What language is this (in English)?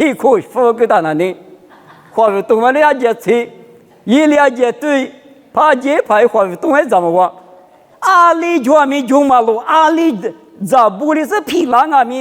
Lisu